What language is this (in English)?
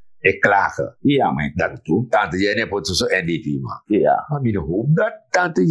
Sranan Tongo